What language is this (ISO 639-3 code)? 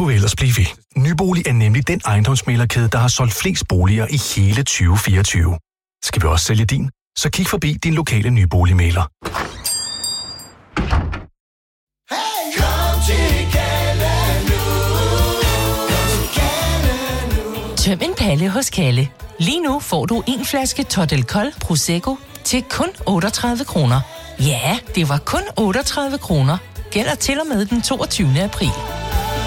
dan